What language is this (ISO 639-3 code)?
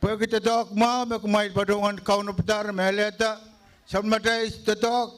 pon